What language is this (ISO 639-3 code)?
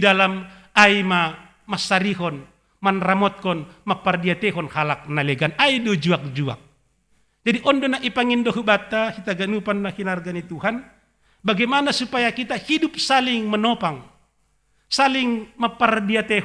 bts